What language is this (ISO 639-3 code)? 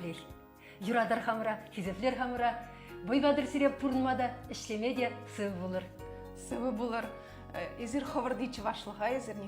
chv